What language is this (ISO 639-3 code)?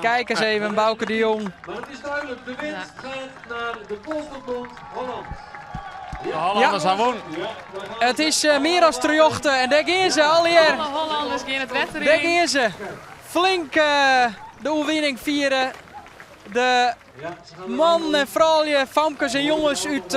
fry